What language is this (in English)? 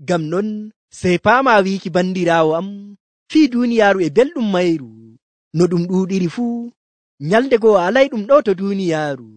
Nigerian Fulfulde